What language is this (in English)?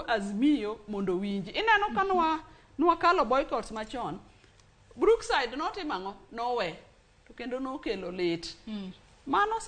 Luo (Kenya and Tanzania)